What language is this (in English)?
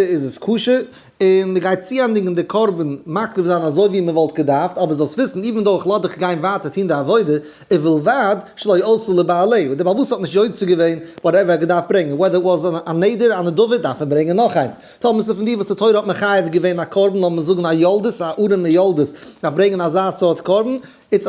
Yiddish